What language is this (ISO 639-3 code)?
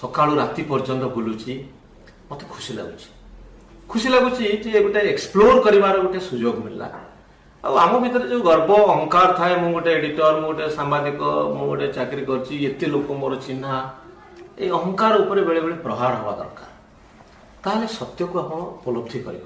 ori